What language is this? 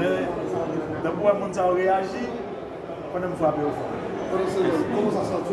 Haitian Creole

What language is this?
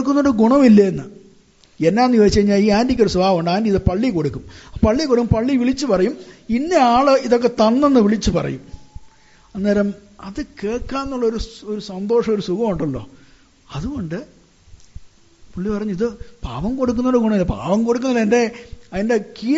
Malayalam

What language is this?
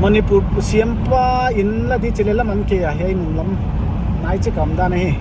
Paite Chin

